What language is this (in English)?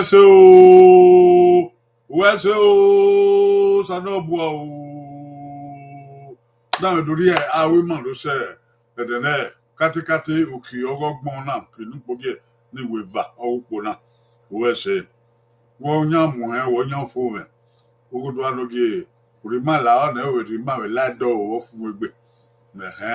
Bini